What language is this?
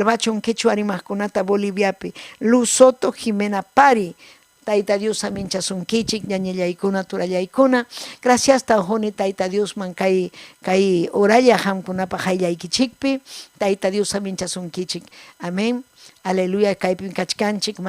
Ayacucho Quechua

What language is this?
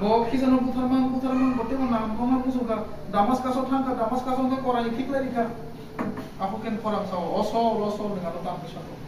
Kok Borok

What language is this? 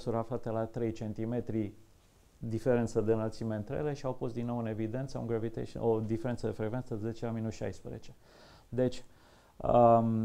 Romanian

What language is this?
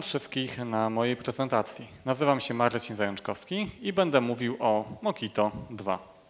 Polish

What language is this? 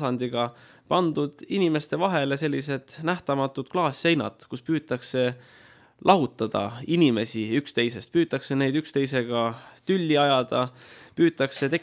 Estonian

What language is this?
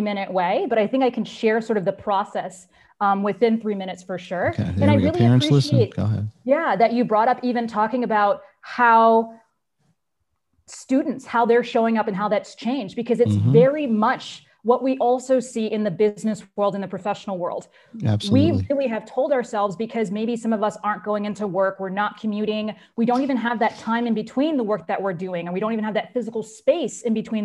English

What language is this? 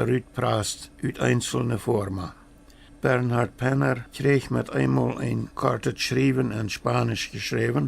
Plautdietsch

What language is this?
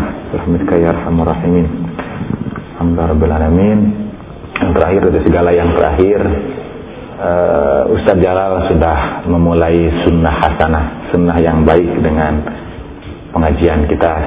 Indonesian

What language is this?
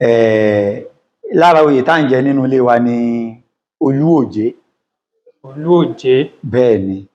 Yoruba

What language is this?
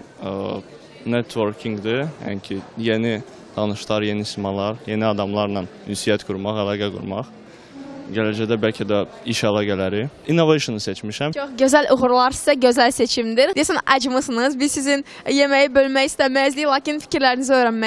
Azerbaijani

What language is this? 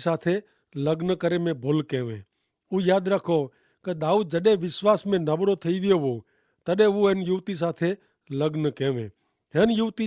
Kachhi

